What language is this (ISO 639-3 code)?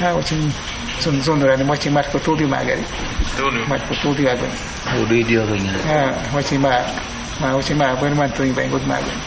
kwi